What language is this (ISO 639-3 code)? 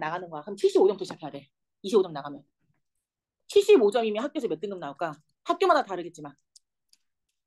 kor